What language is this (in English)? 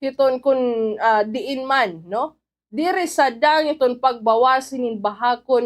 Waray